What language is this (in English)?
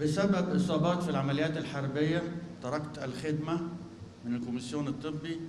North Levantine Arabic